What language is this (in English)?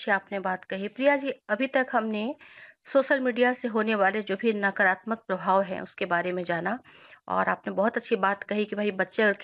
Hindi